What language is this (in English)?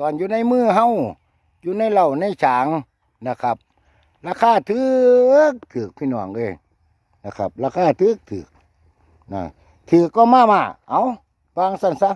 Northeastern Thai